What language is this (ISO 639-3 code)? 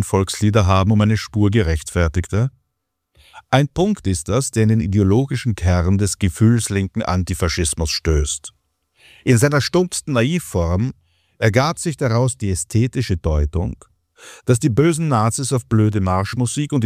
deu